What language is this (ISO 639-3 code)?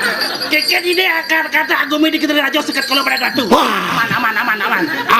ban